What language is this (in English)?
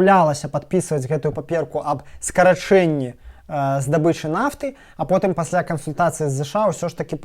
Belarusian